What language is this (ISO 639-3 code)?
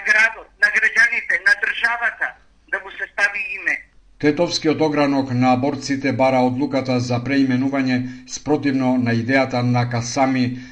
mkd